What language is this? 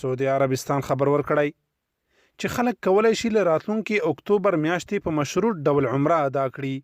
Pashto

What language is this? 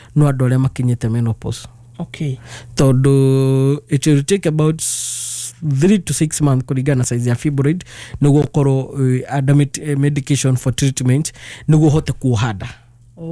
Kikuyu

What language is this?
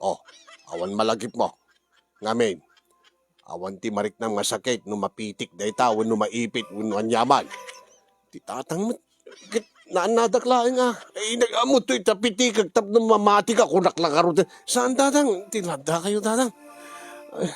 Iloko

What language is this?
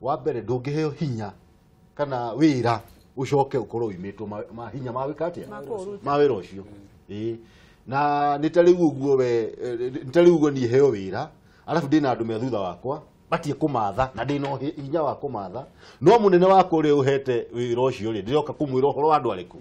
Kikuyu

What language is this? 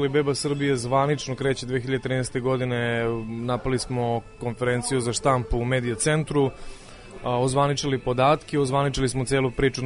Serbian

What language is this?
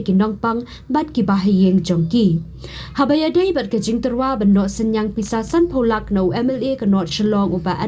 Khasi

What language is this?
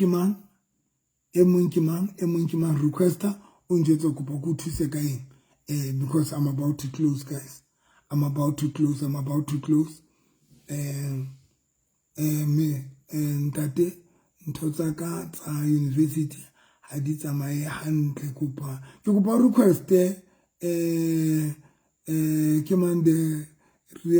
Southern Sotho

